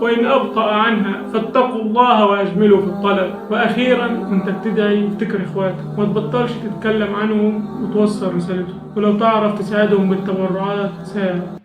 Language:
Egyptian Arabic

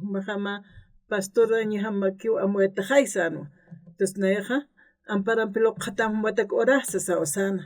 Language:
Aymara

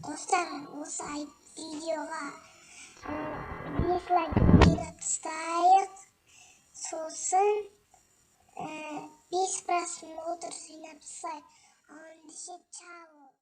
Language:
Kazakh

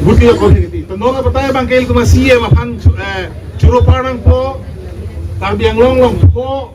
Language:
Karbi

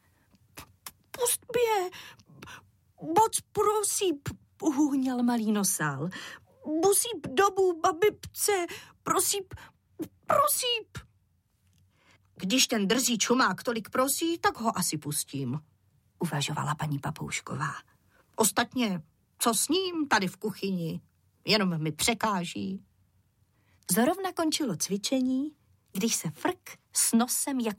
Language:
Czech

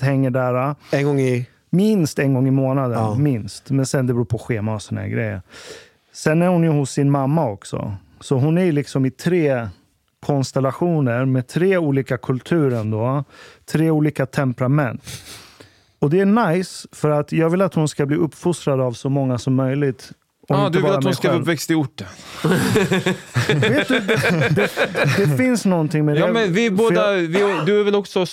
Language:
Swedish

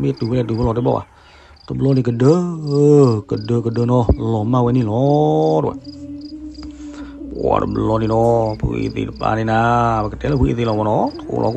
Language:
S'gaw Karen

